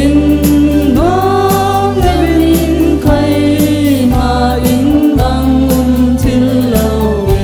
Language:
Falam Chin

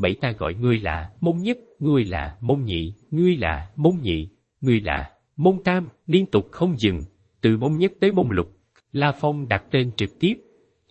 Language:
Vietnamese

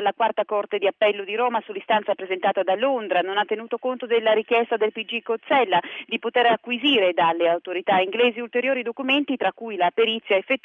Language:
Italian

